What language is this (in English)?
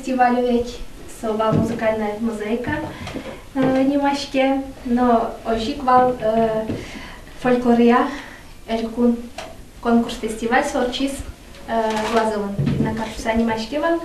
Udmurt